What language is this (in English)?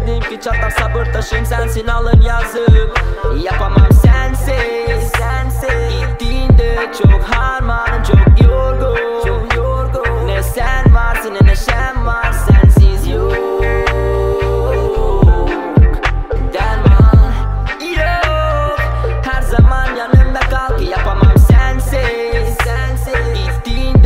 Turkish